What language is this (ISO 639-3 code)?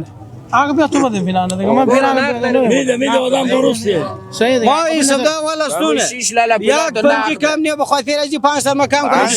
fas